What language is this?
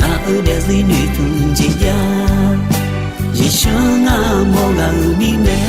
Akha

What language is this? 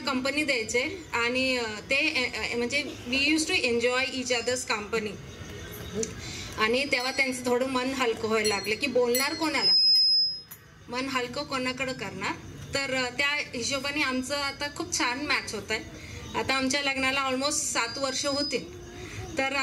Marathi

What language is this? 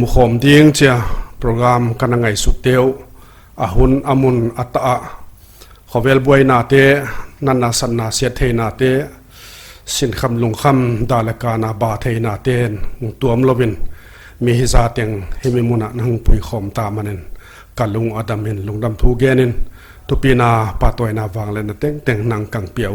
Paite Chin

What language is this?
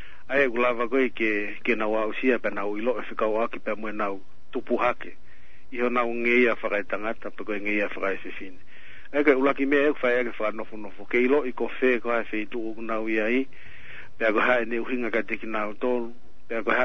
Tongan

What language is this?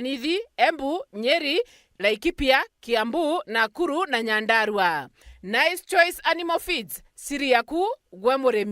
Meru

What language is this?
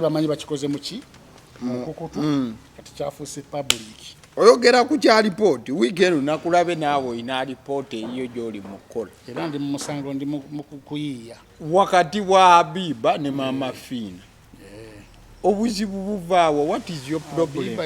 Ganda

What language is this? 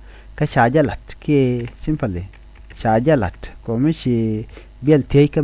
Nuer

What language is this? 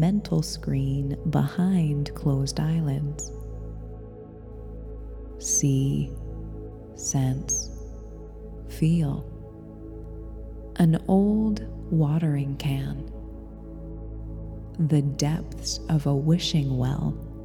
English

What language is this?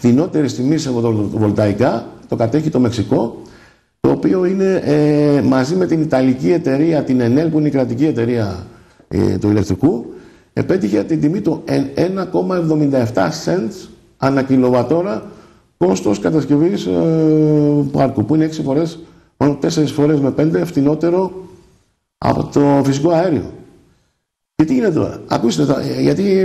Greek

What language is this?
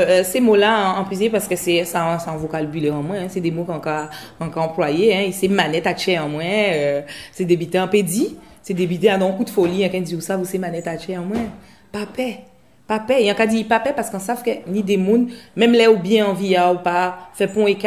Guadeloupean Creole French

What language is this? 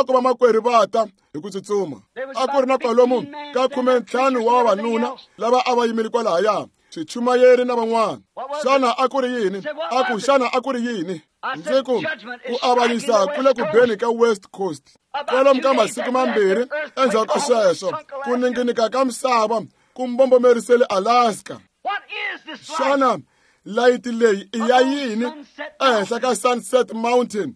Tsonga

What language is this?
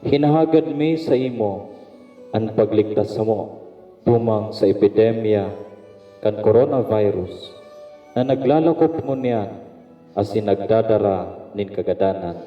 Bikol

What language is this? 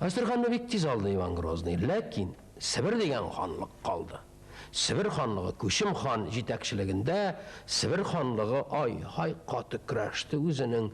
Tatar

